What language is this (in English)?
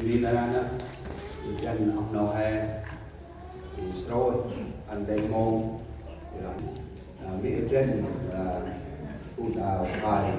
Central Mnong